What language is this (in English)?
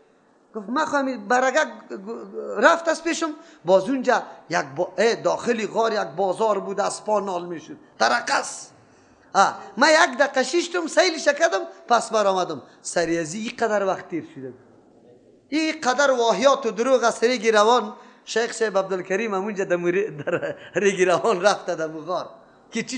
Persian